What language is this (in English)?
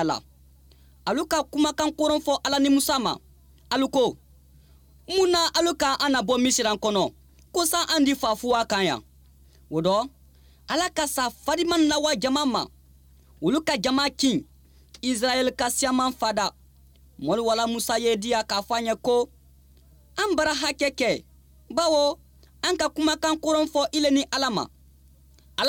Mandingo